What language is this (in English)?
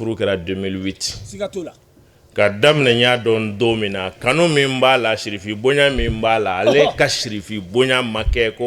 Bambara